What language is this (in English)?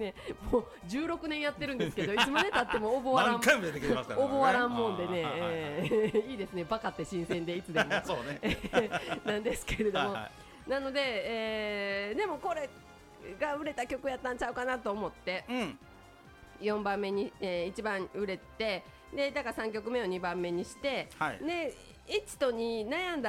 Japanese